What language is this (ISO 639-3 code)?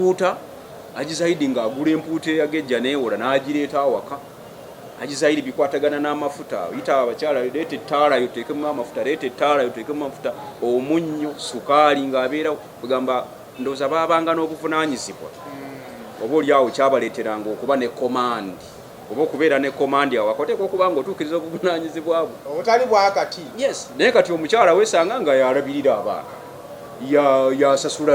lug